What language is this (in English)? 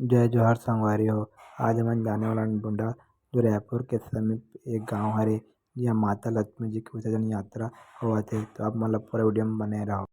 Chhattisgarhi